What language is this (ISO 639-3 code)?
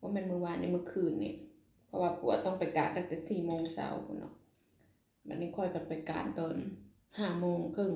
lao